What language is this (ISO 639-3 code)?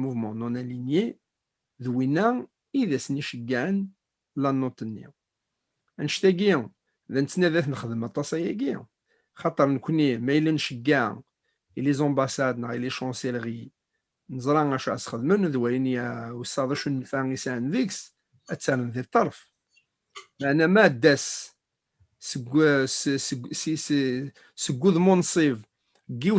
kab